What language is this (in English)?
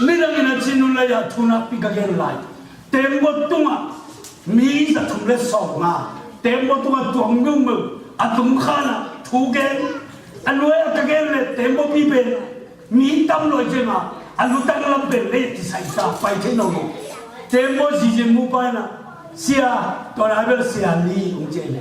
Tedim Chin